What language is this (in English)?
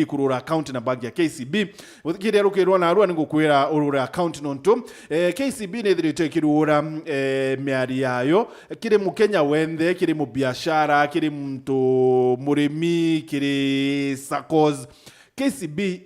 Meru